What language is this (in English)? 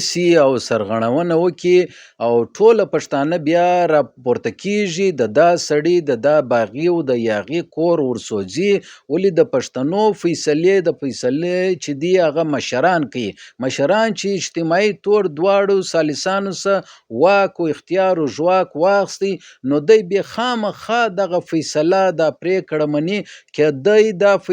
Pashto